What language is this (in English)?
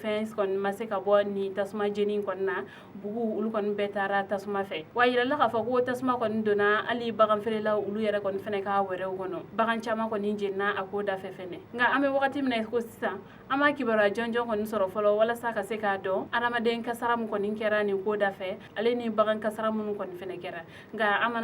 Bambara